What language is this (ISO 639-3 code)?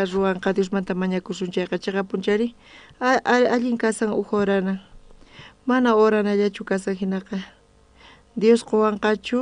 quh